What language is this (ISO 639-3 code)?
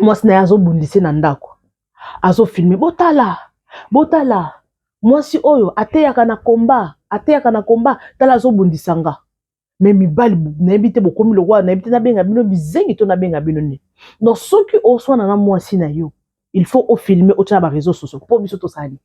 lin